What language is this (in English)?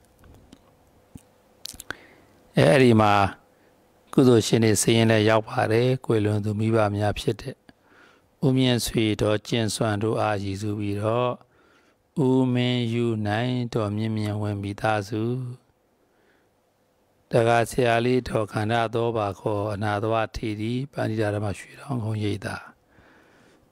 Burmese